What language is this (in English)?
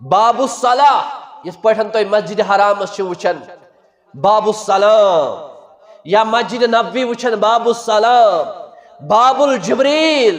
Kashmiri